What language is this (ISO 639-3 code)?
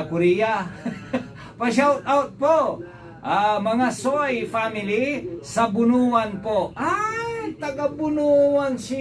pag